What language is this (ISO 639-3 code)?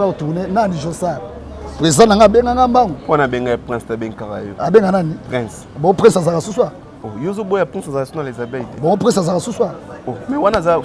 lin